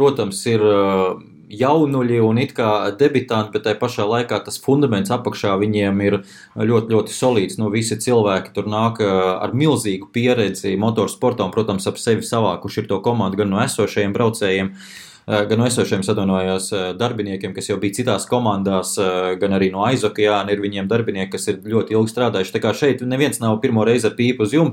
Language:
Latvian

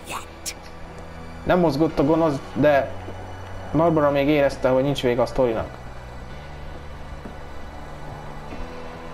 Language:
Hungarian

